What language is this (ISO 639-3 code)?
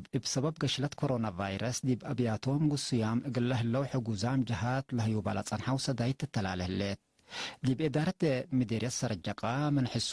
tig